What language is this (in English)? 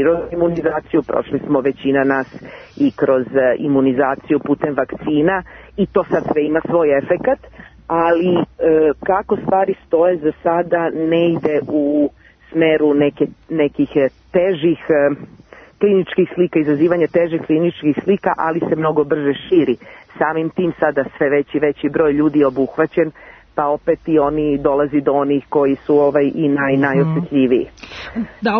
Serbian